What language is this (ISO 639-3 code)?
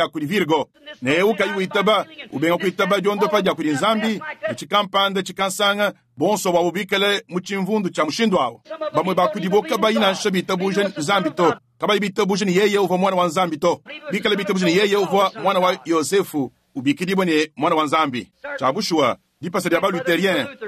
lua